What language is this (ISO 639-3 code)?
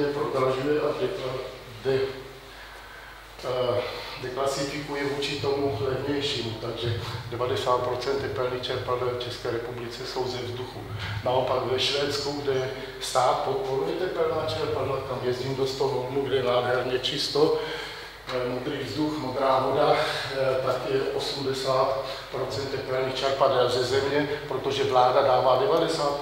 ces